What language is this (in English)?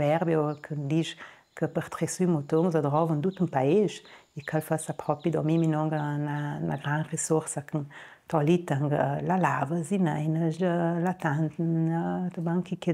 Ladin